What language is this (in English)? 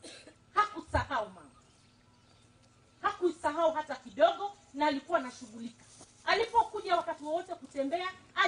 Swahili